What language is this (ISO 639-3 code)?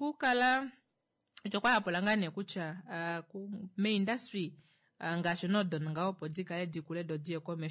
kua